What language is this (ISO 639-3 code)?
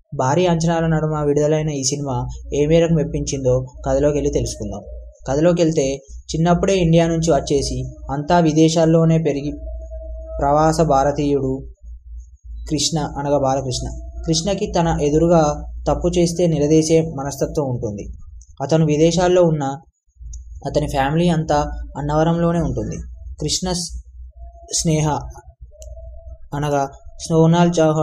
tel